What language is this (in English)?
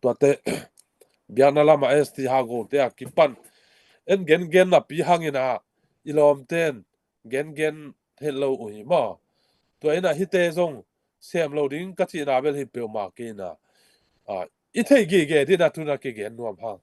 Tedim Chin